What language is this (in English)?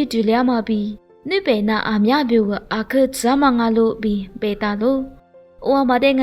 Lisu